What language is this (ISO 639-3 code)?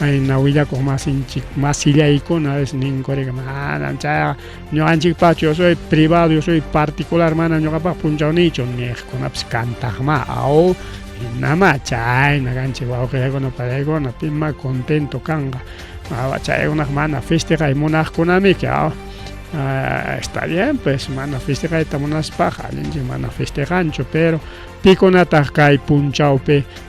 quy